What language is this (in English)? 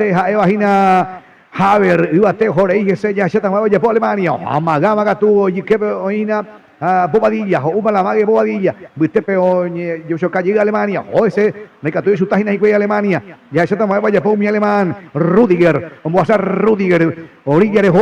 Guarani